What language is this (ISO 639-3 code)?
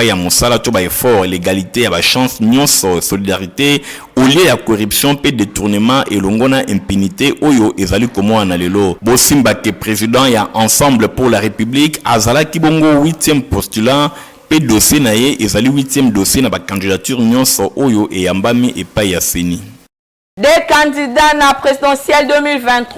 lin